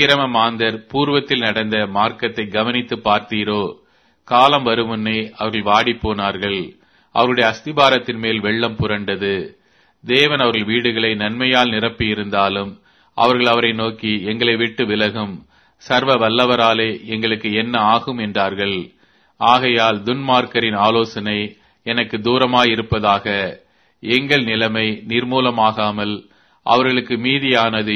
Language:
Tamil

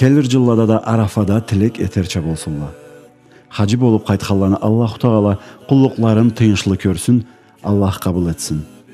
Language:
Karachay-Balkar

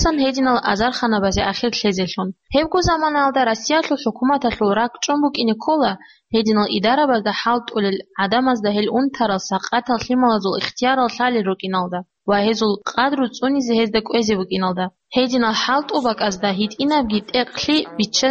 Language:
Avaric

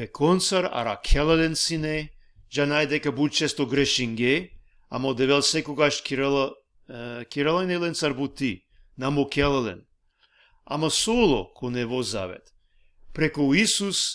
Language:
Balkan Romani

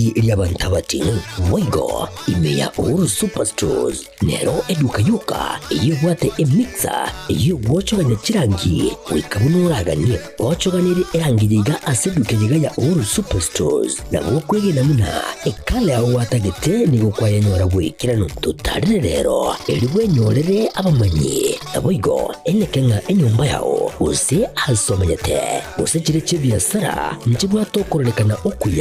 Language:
Gusii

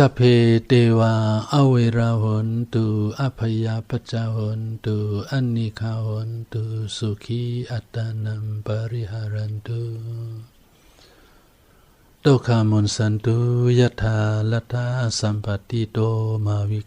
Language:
Shan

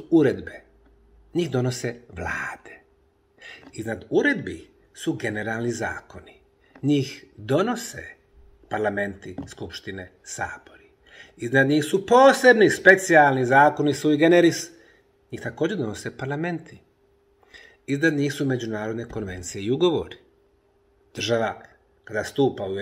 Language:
Bosnian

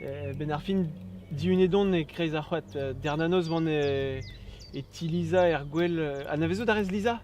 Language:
Breton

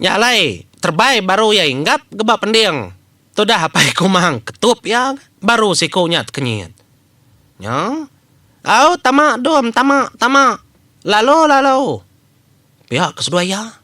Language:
Iban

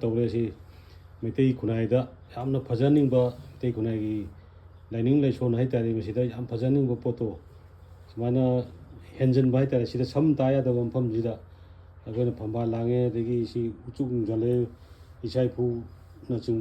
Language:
Manipuri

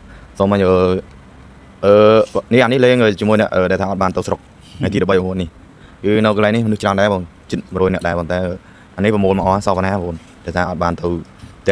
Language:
Khmer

